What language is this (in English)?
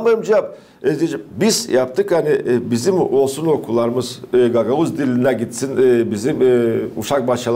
Gagauz